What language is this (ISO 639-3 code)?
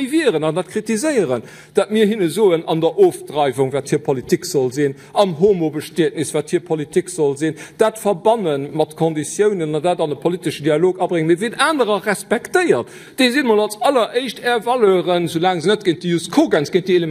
ltz